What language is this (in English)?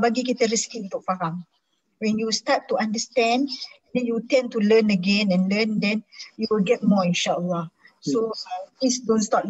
Malay